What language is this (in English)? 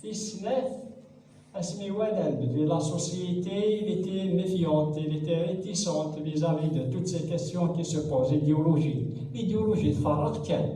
Kabyle